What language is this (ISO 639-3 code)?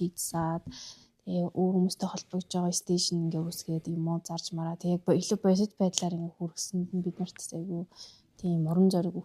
mon